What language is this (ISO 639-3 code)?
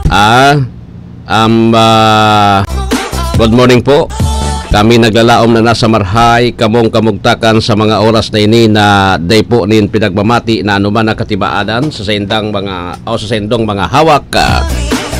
bik